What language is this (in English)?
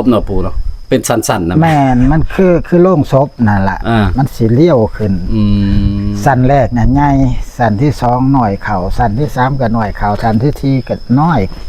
Northeastern Thai